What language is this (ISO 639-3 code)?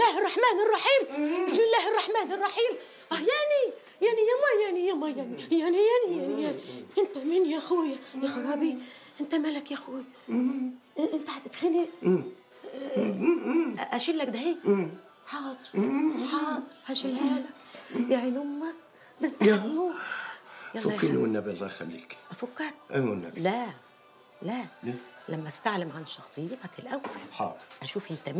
arz